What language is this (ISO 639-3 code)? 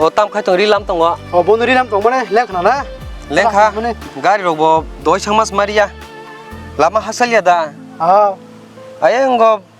trp